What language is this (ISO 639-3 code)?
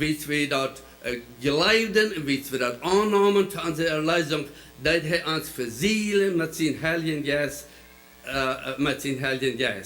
pdt